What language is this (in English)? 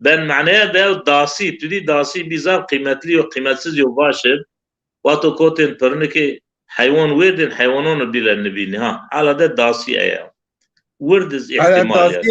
Zaza